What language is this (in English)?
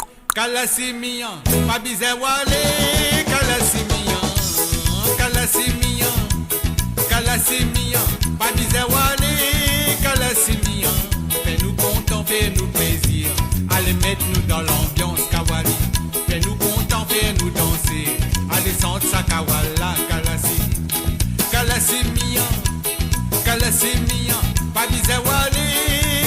Morisyen